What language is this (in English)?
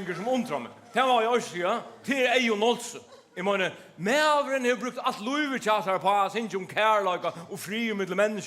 Faroese